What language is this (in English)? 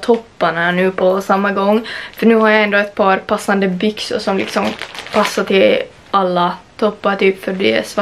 Swedish